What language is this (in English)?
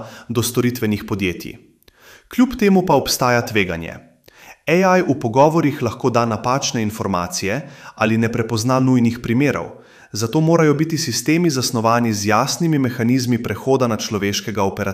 Slovenian